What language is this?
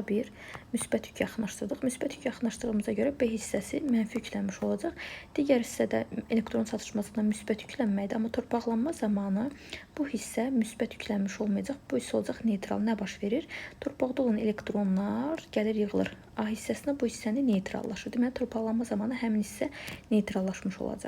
Azerbaijani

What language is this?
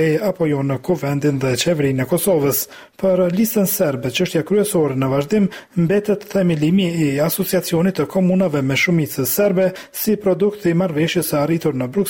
Albanian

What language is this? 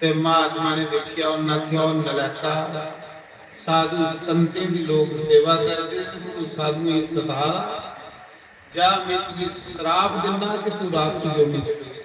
Dogri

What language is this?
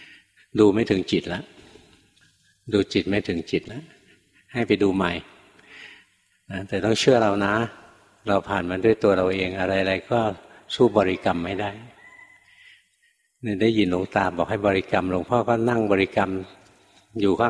Thai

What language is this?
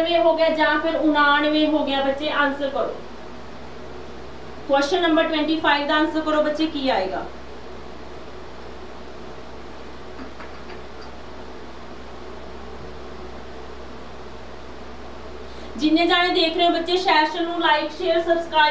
Punjabi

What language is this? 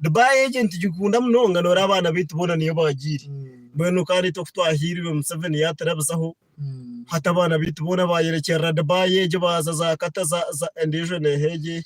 Nyankole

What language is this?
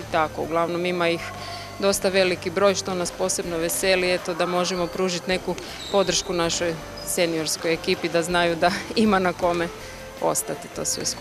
Croatian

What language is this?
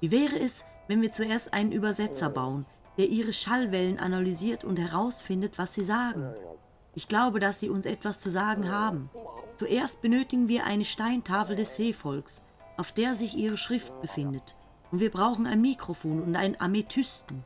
Swiss German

